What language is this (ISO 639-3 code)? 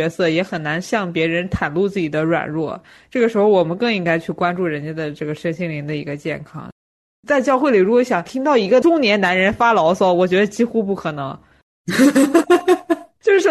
zho